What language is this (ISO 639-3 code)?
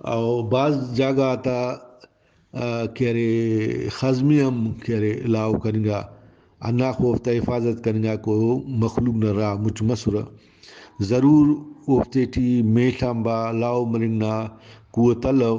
brh